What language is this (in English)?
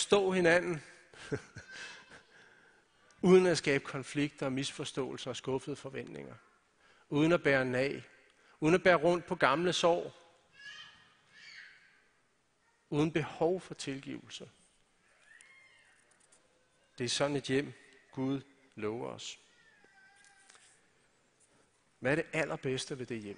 Danish